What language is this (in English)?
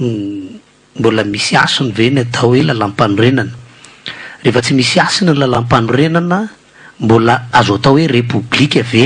Malagasy